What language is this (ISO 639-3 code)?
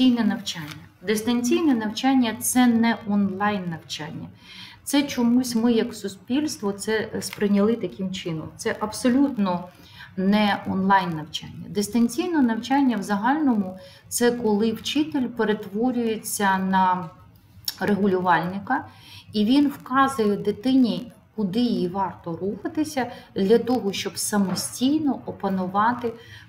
ukr